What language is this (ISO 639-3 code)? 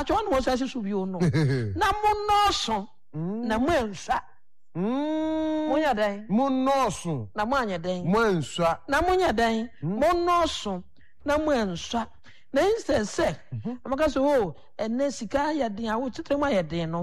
aka